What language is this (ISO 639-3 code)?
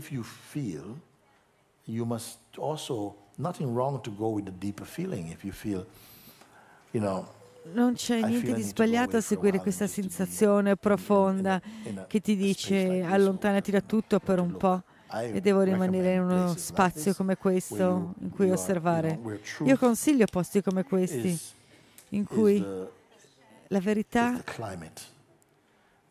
ita